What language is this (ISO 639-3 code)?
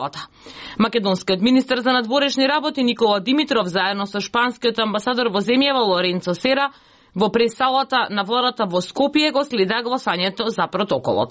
mkd